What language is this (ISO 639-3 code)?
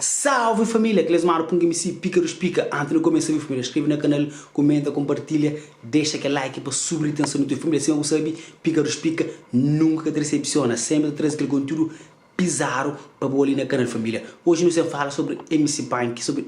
kea